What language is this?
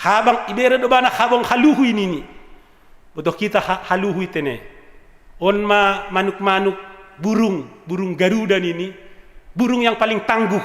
Batak Simalungun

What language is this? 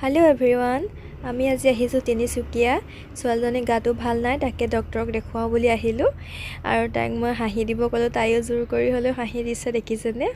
Assamese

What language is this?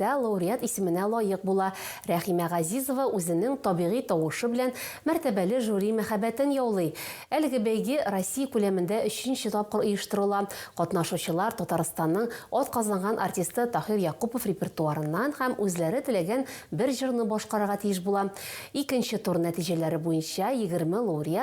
Tatar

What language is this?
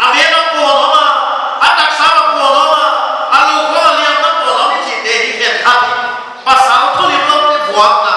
Paite Chin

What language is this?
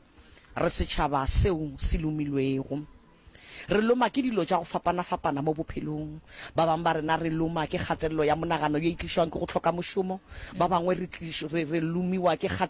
Northern Sotho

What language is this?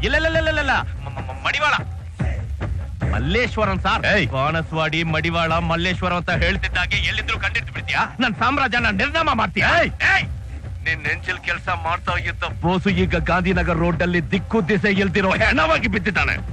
Kannada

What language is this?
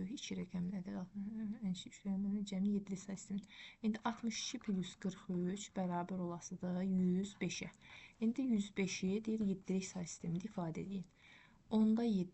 Azerbaijani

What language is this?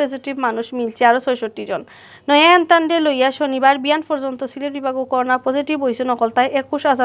Sylheti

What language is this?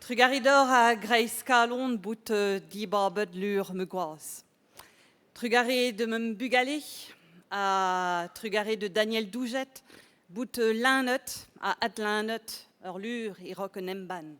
Breton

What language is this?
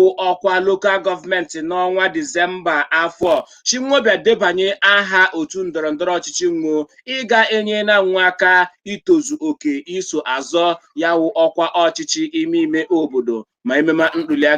Igbo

